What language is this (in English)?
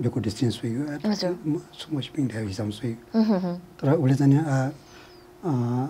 Newari